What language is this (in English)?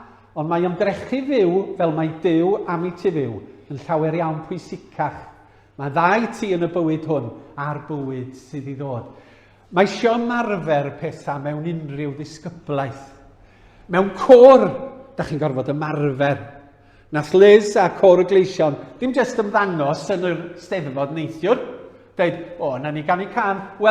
Welsh